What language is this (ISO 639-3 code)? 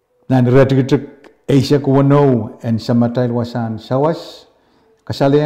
pon